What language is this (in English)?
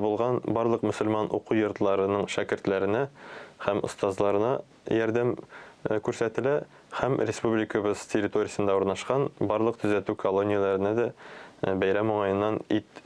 Tatar